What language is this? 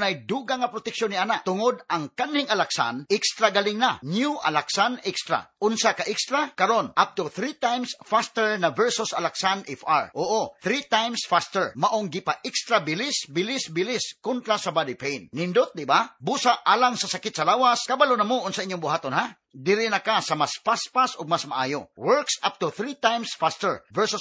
Cebuano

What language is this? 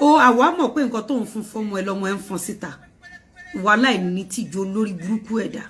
Yoruba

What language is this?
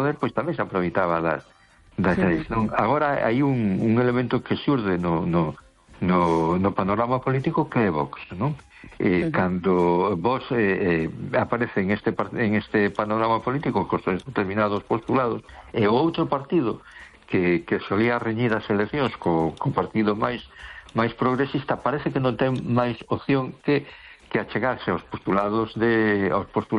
Galician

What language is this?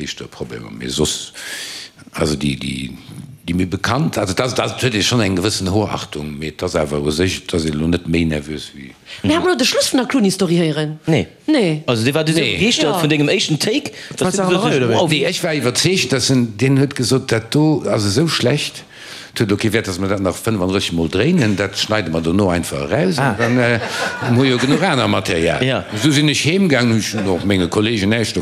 Luxembourgish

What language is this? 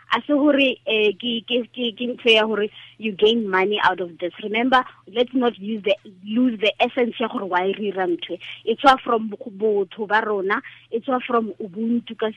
Tswana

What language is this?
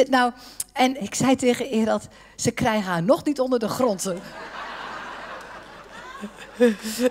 Dutch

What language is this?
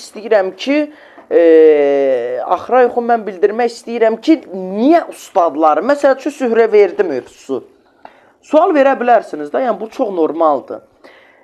Azerbaijani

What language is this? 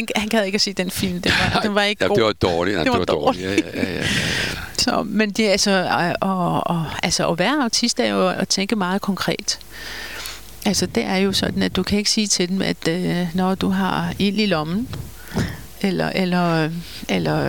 Danish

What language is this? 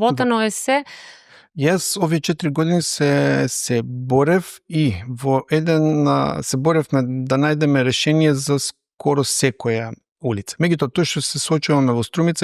Macedonian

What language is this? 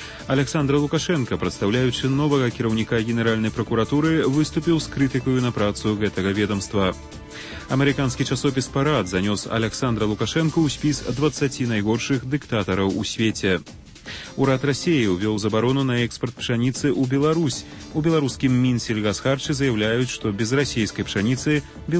Belarusian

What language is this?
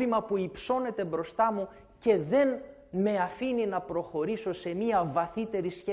Greek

